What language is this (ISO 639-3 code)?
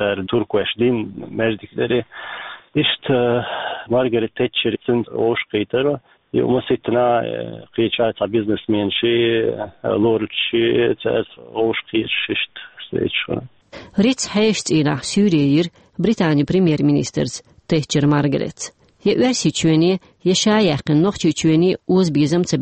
che